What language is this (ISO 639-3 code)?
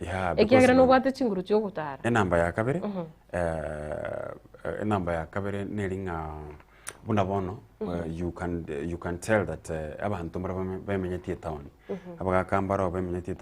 guz